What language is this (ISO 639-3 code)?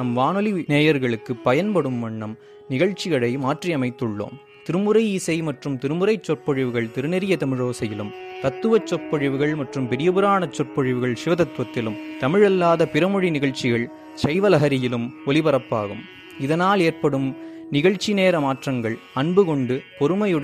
tam